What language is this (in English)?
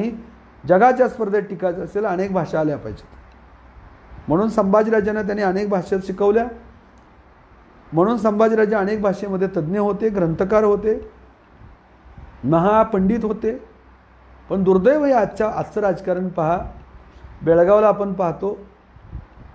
Marathi